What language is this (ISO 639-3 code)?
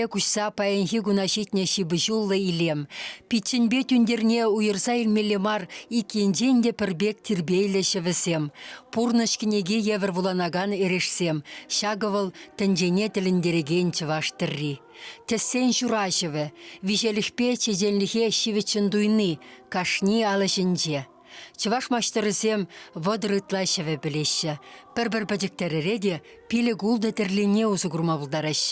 chv